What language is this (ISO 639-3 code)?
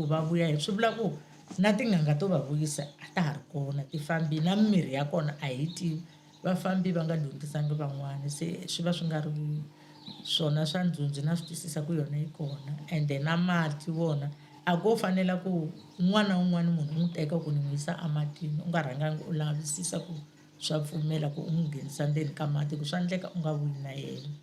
tso